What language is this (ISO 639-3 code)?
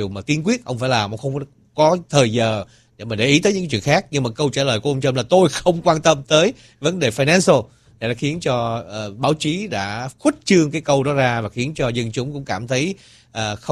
vie